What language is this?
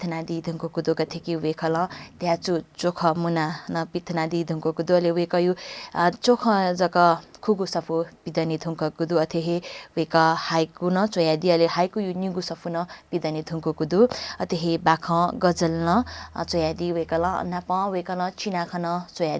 Newari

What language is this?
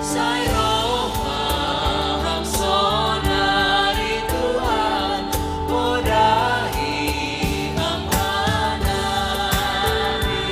Batak Simalungun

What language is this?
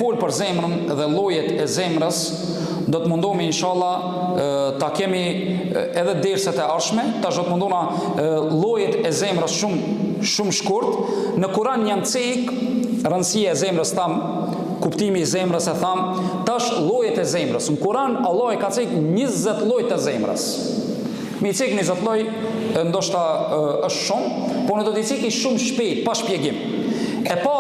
Albanian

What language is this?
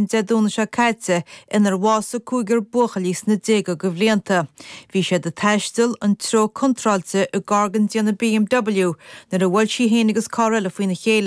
Irish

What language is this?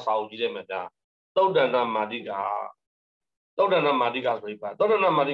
Burmese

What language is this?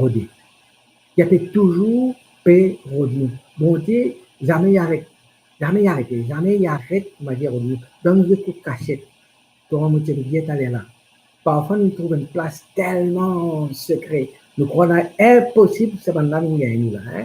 Morisyen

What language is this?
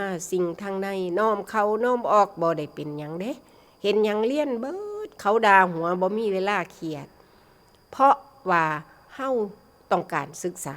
Northeastern Thai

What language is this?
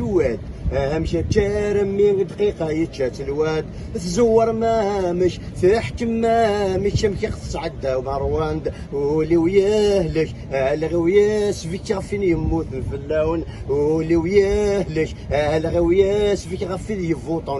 Kabyle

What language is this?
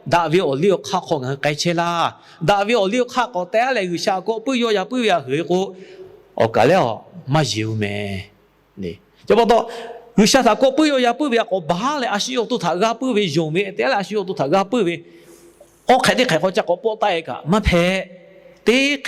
Lahu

